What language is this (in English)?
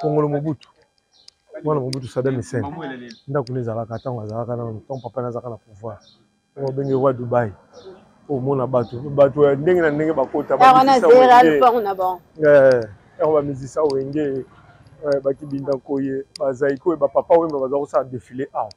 Lingala